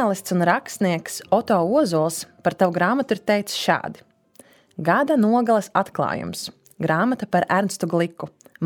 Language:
Latvian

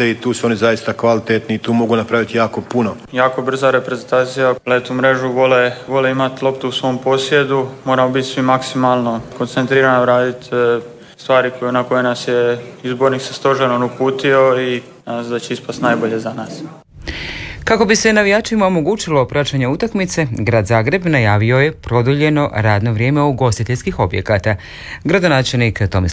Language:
Croatian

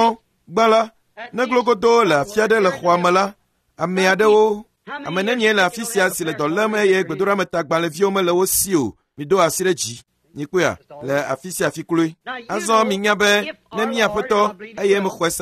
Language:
Ewe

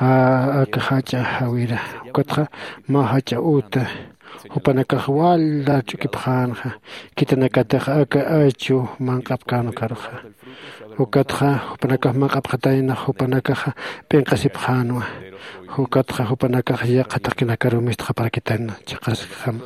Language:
Aymara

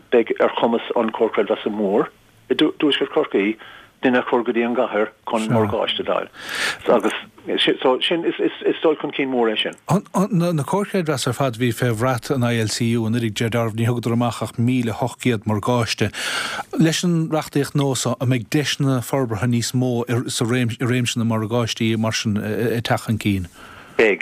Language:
Irish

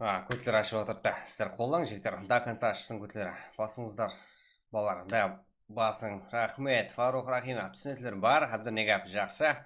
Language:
Kara-Kalpak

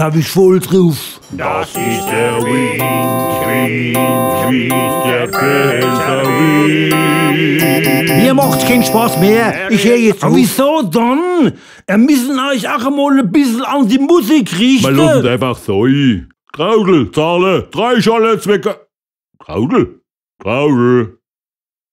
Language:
Palatine German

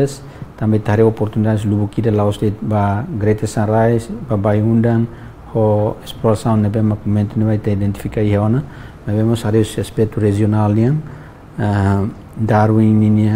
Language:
Tetum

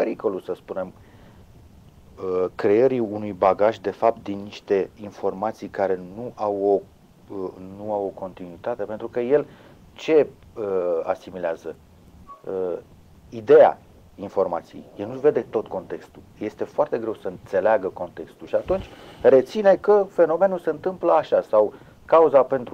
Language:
Romanian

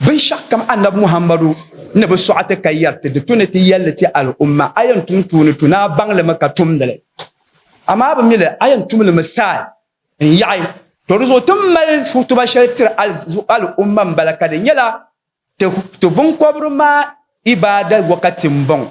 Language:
Dagbani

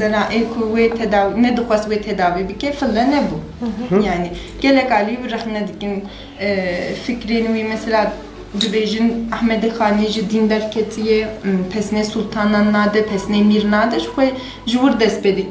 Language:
Kurdish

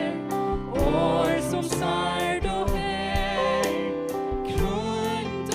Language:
Faroese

